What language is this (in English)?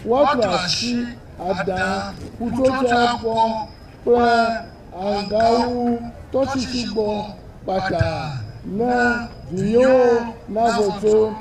Ewe